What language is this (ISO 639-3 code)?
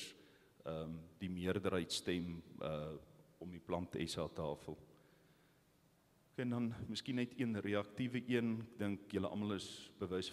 afr